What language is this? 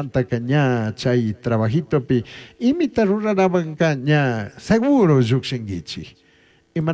Chimborazo Highland Quichua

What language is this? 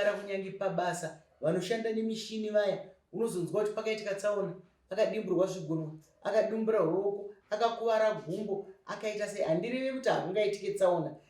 Shona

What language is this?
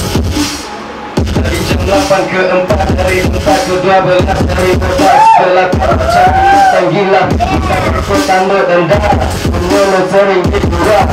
Malay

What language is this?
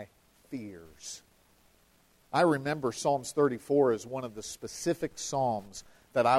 English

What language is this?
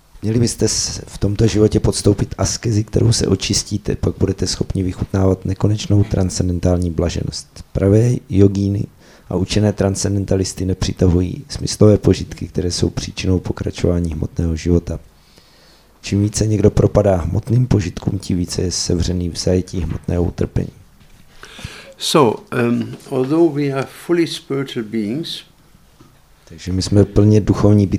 Czech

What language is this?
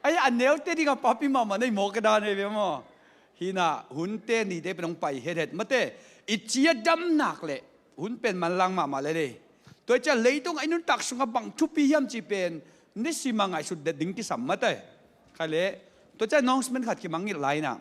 Tedim Chin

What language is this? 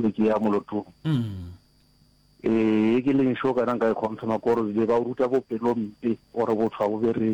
Northern Sotho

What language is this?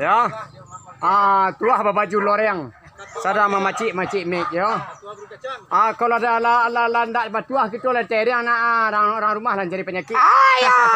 Minangkabau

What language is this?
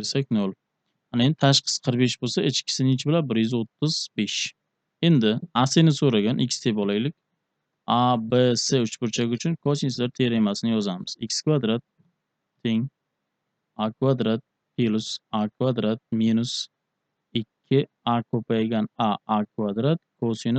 Uzbek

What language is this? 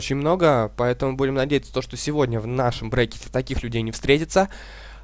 Russian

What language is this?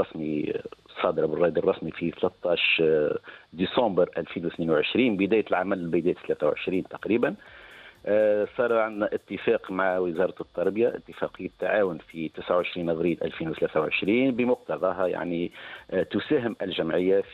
Tunisian Arabic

